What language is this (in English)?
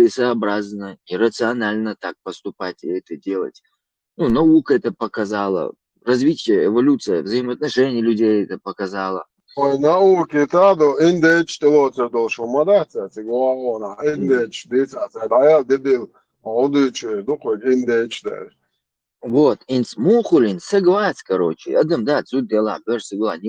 Chechen